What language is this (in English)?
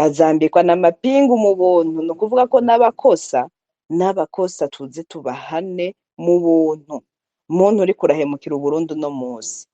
Rundi